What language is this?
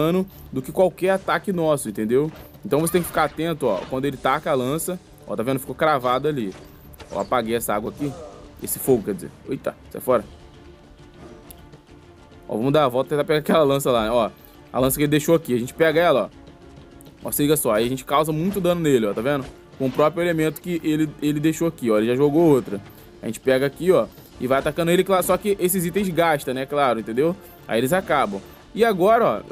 Portuguese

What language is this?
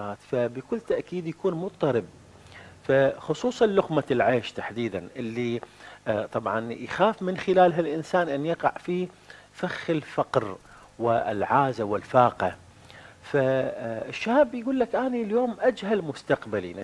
Arabic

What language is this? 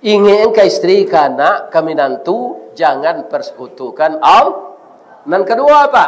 Minangkabau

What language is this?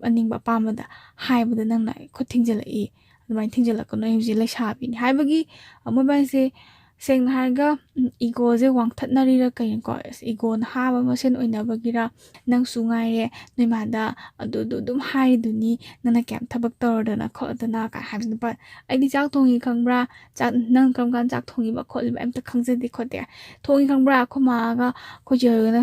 Manipuri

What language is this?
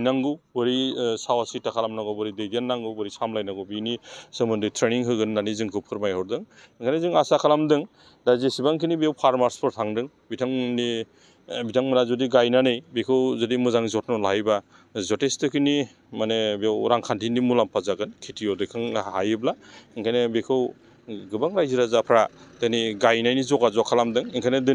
Bodo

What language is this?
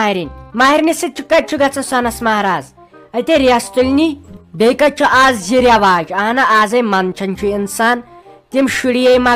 Kashmiri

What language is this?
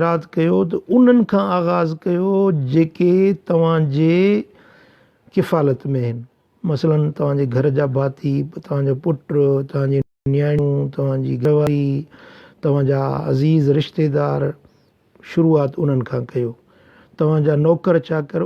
Sindhi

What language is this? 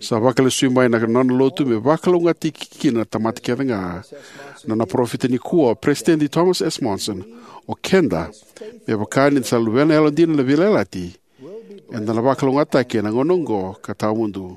Fijian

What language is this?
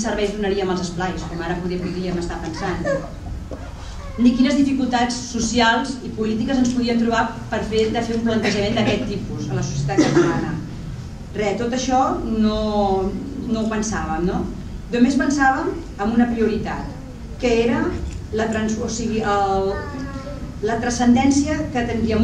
Catalan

